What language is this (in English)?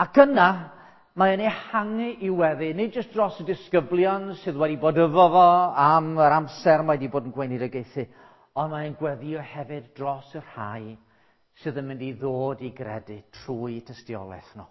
Welsh